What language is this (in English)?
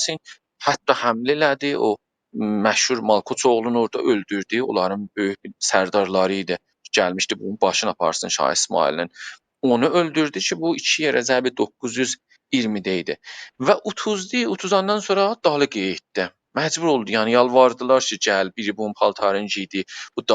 South Azerbaijani